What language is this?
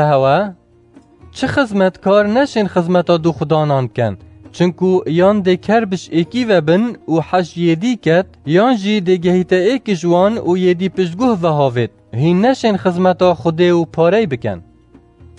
Kurdish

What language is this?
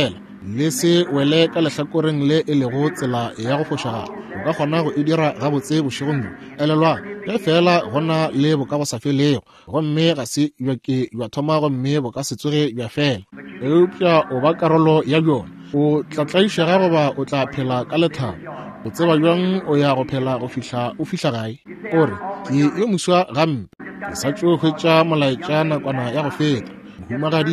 Northern Sotho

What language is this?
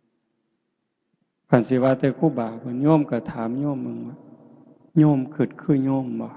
Northeastern Thai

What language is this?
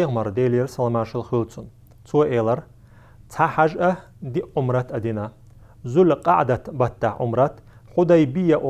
Chechen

